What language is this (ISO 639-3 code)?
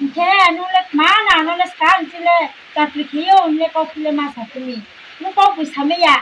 ria